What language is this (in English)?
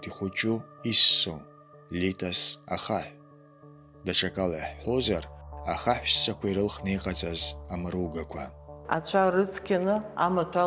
Abkhazian